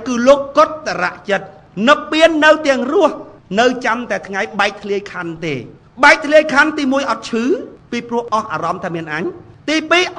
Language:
Khmer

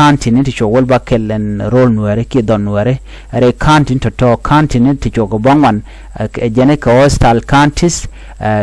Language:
Nuer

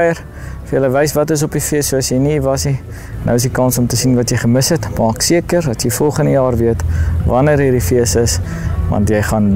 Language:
Afrikaans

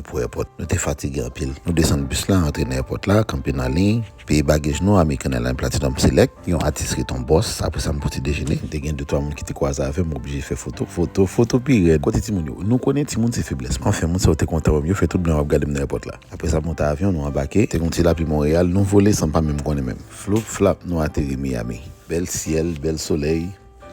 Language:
Haitian Creole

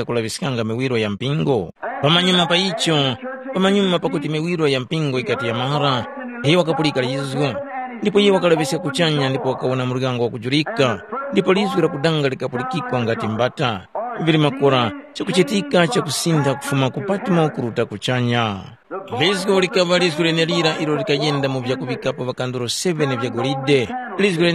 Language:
Tumbuka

